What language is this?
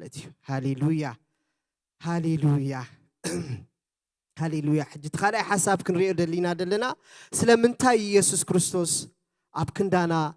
Tigrinya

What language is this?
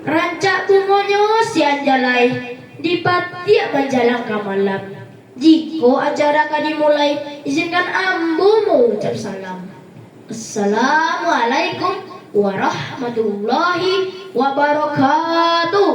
Minangkabau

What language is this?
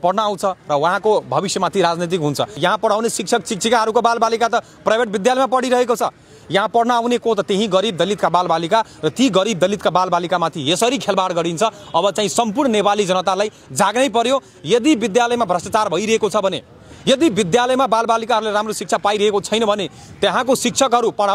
Nepali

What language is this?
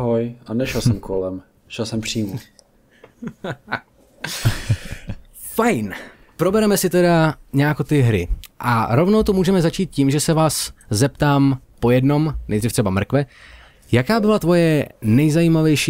Czech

